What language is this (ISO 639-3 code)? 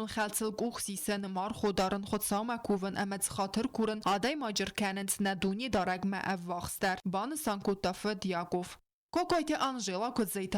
oss